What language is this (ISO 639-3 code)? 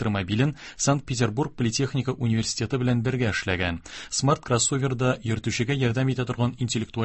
tat